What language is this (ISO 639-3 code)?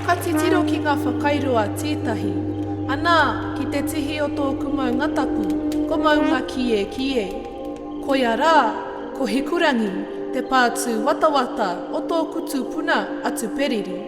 mri